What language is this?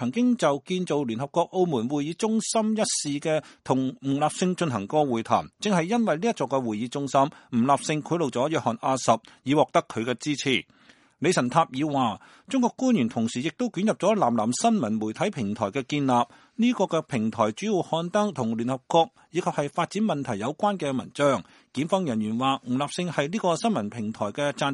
Cantonese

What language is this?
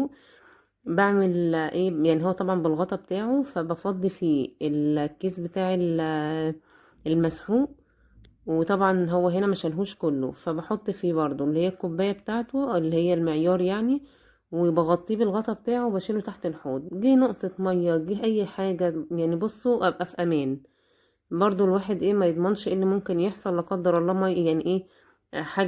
Egyptian Arabic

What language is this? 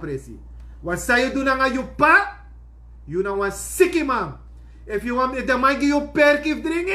Sranan Tongo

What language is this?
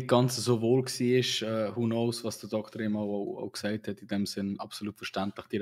Swiss German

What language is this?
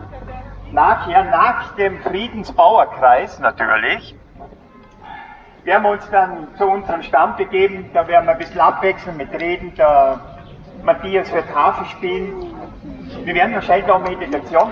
German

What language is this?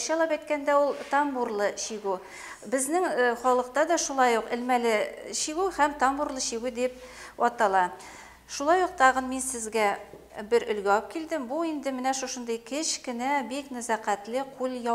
Bashkir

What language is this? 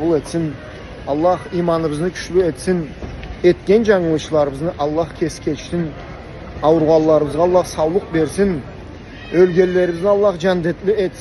Karachay-Balkar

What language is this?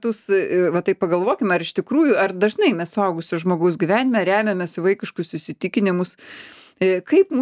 Lithuanian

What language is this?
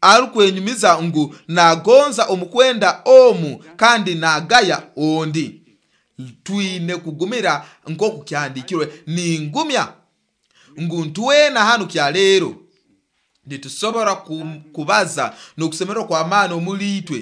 Nyoro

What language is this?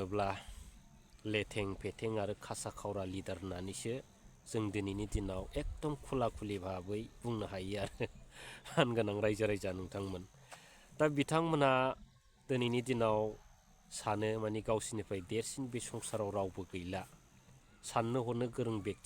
Bodo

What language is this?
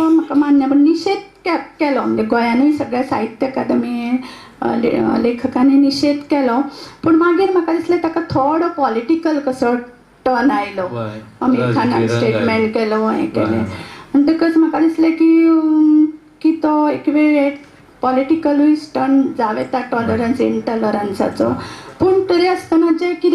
Konkani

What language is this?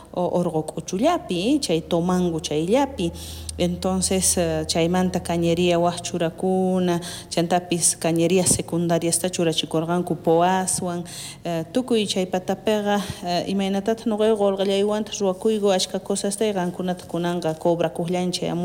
South Bolivian Quechua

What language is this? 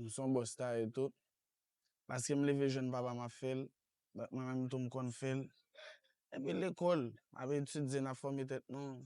Haitian Creole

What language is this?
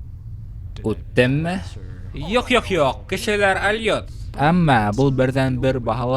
Bashkir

